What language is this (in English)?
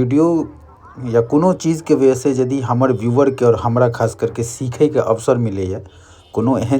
Maithili